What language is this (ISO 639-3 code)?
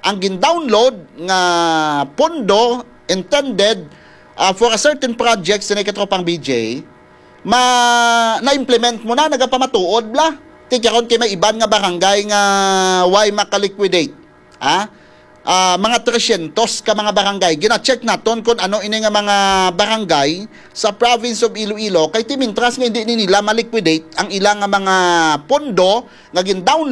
hil